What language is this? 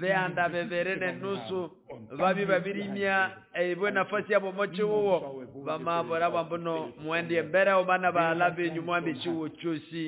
Nande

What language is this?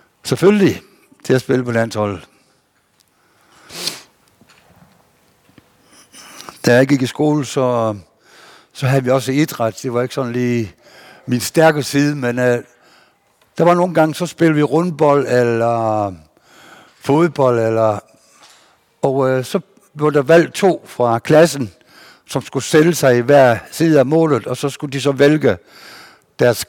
Danish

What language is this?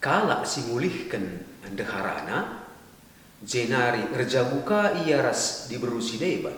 Batak Karo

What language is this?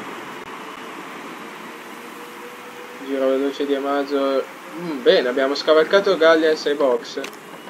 Italian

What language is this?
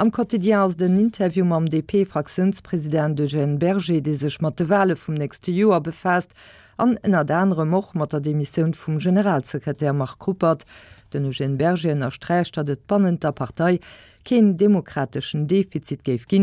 Luxembourgish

